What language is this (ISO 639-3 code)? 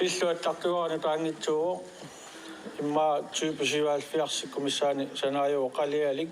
kal